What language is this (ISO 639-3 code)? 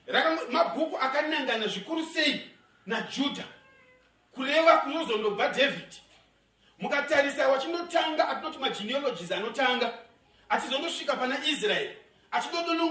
sna